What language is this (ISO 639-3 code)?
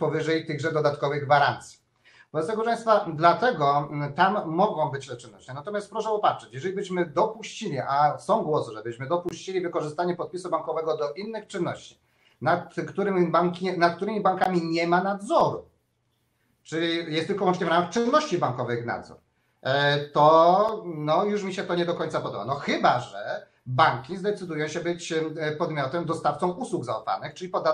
pol